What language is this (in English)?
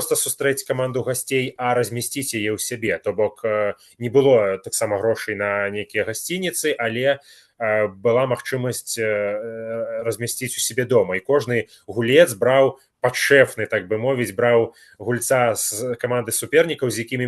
Belarusian